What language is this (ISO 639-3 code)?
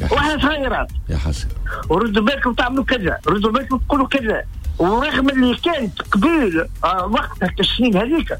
aeb